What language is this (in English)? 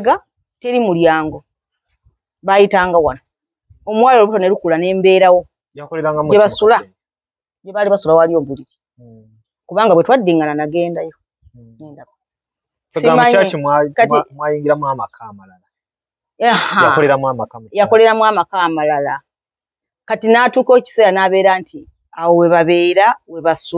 Ganda